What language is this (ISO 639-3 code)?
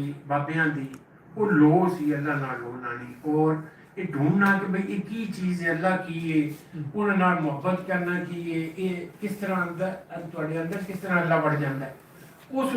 lah